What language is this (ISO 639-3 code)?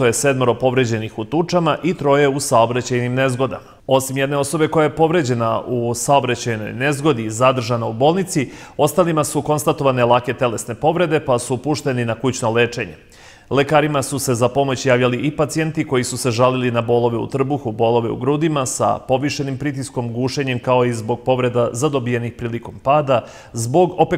srp